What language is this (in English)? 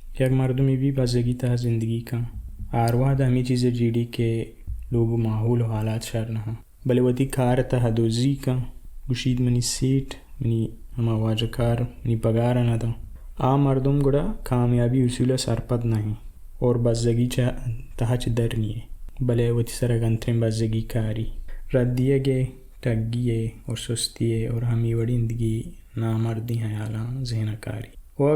Baluchi